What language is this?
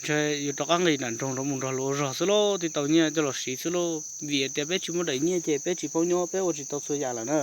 Hmong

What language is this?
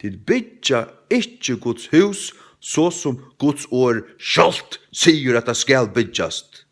Faroese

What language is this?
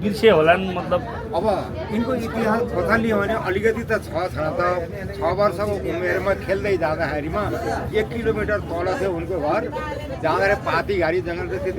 Nepali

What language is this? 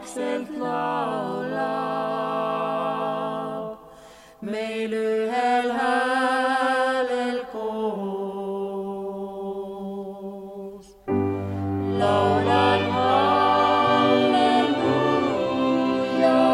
Estonian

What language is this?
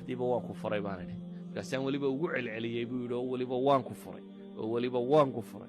Somali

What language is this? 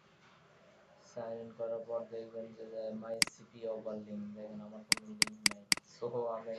Bangla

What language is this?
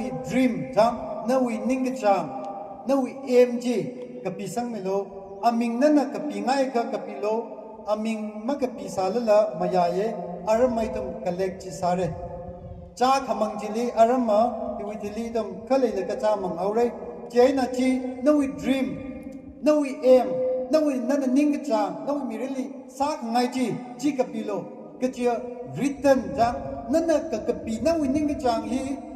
Tangkhul Naga (India)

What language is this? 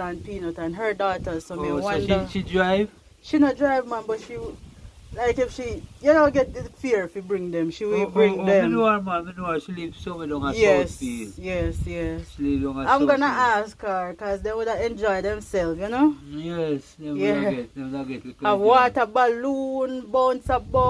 Jamaican Creole English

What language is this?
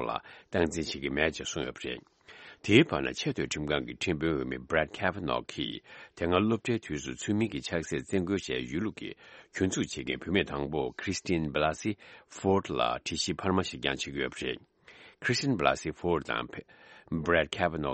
Tibetan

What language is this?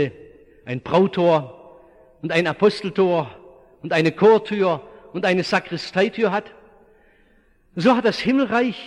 German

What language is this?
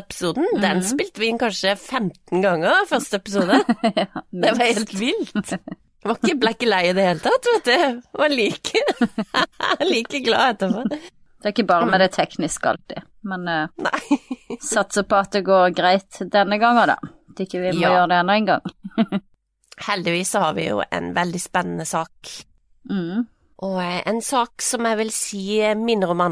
Norwegian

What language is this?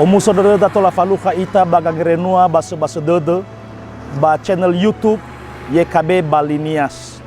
Nias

